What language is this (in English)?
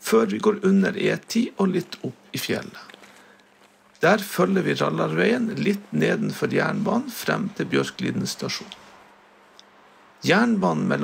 Norwegian